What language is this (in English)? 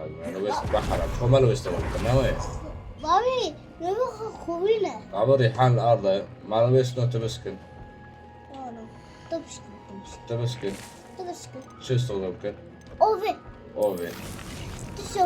Kurdish